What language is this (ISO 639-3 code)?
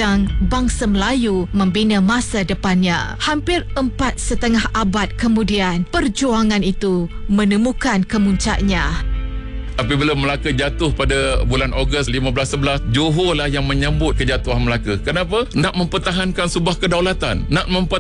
msa